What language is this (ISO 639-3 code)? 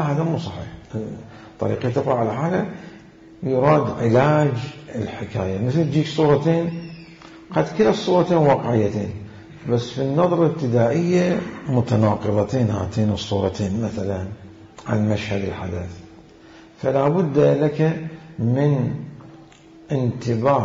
acm